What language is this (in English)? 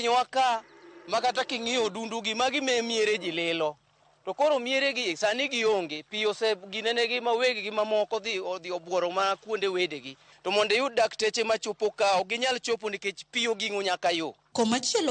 Luo (Kenya and Tanzania)